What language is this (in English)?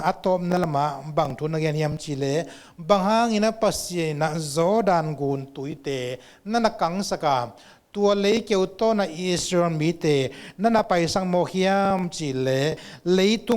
Tedim Chin